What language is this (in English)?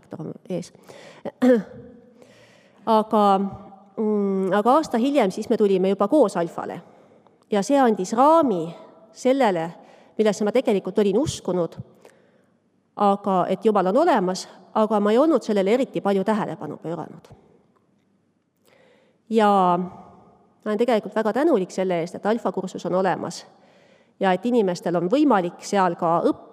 Estonian